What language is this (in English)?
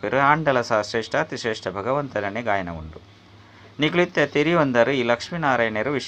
Tulu